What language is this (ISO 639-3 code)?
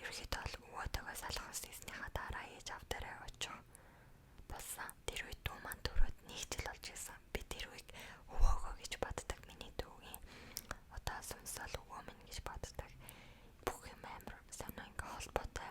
mon